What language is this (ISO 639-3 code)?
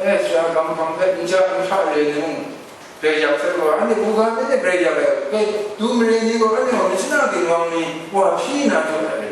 kac